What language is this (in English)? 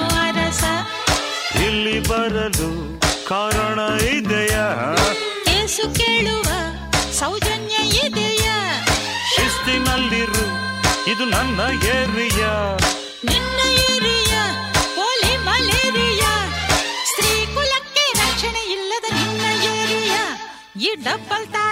Kannada